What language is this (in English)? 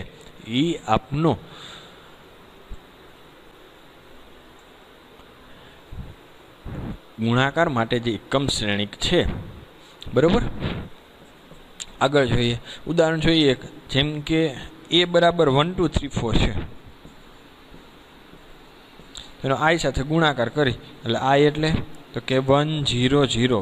Gujarati